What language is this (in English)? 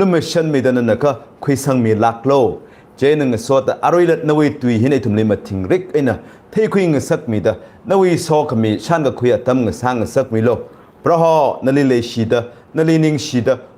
Tangkhul Naga (India)